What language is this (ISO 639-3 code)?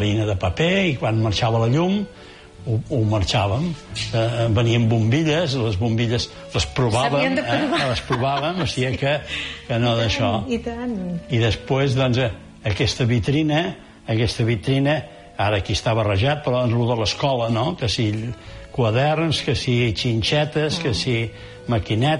cat